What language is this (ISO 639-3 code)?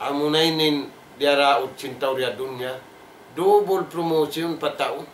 tsg